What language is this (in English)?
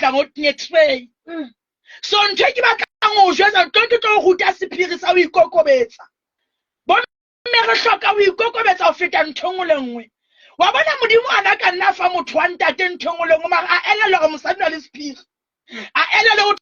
Southern Sotho